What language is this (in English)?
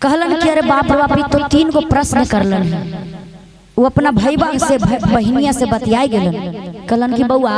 Magahi